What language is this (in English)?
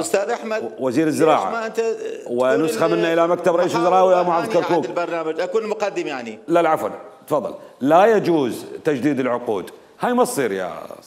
Mesopotamian Arabic